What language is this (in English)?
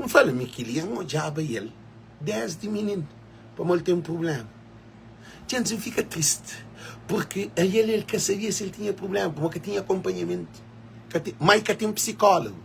Kabuverdianu